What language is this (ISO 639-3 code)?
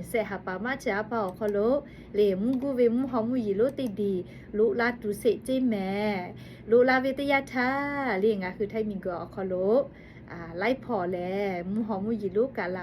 lhu